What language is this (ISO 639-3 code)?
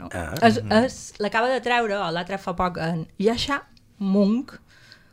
cat